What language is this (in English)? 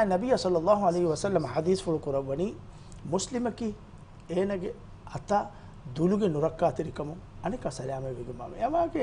Divehi